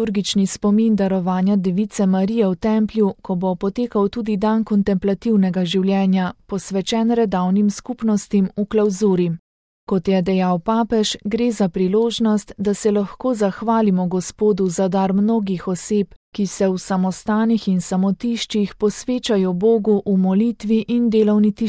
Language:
Slovenian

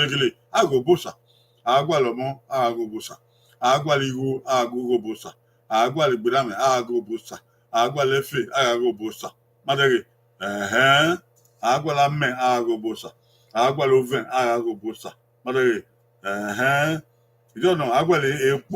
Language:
Bini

